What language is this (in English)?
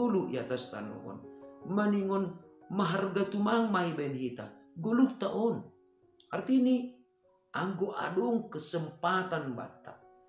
Batak Simalungun